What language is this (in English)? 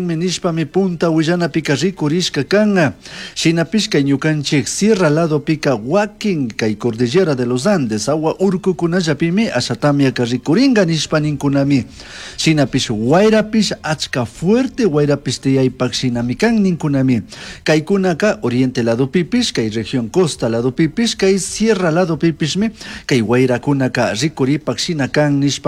Chimborazo Highland Quichua